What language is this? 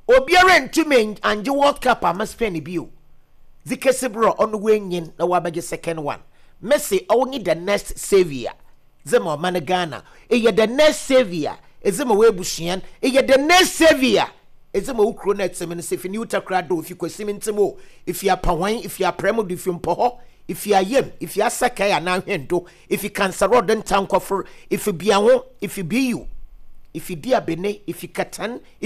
Akan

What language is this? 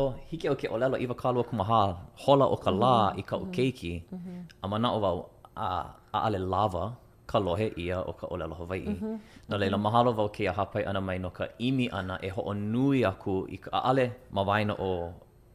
Hawaiian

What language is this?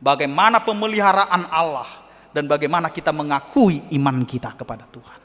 Batak Toba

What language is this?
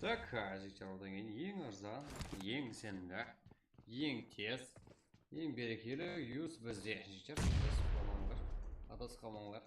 Kara-Kalpak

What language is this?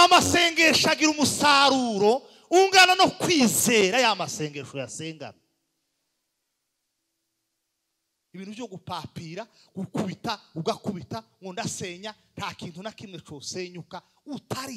Kinyarwanda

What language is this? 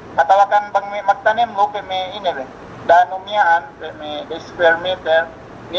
Yakan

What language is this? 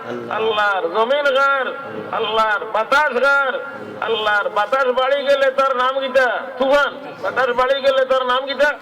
Sylheti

